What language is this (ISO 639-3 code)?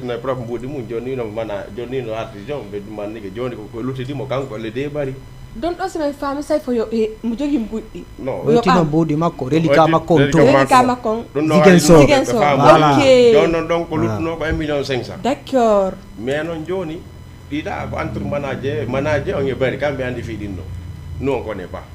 ful